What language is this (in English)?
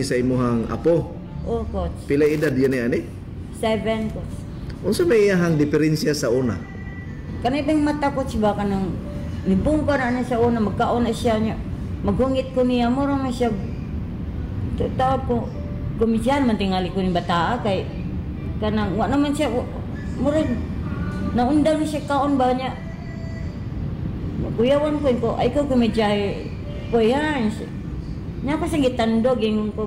Cebuano